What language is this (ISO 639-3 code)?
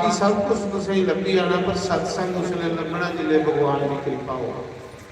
doi